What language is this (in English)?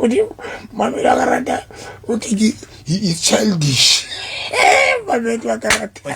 Southern Sotho